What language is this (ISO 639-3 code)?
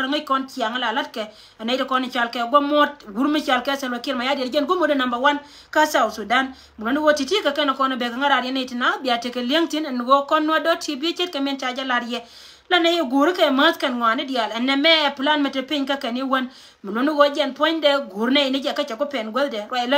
nus